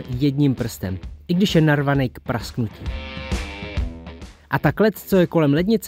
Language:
Czech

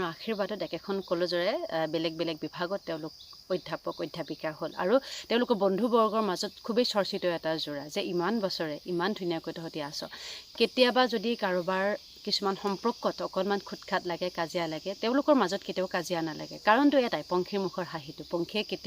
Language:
Assamese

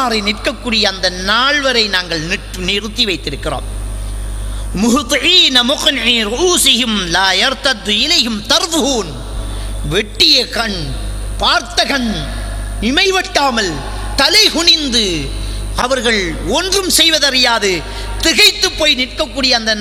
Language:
Tamil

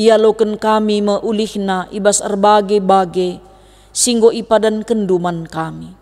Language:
Batak Karo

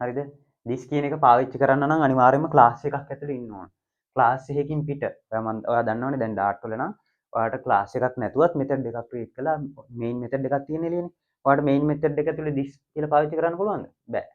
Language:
Sinhala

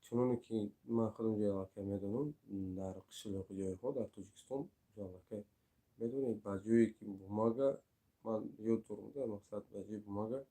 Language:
Tajik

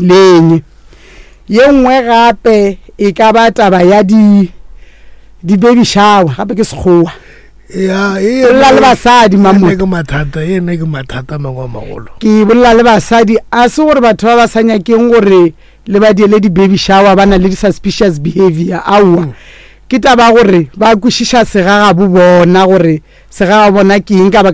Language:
Northern Sotho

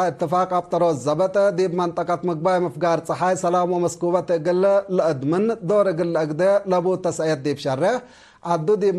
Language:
Tigre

